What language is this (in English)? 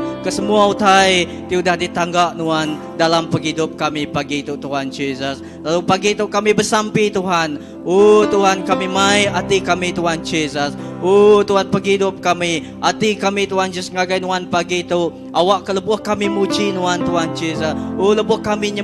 Iban